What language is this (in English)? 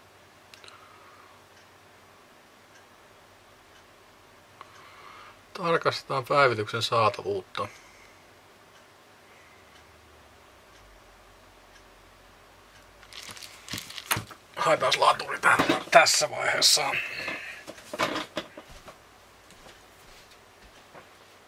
Finnish